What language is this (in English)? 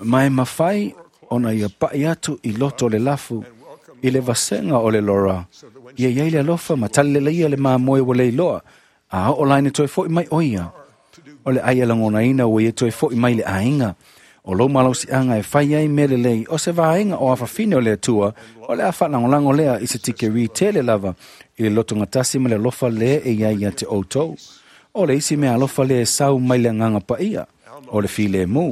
Samoan